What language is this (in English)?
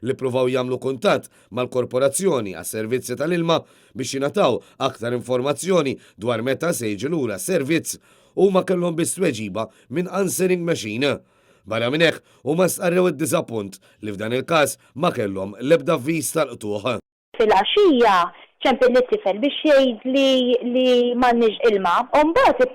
Maltese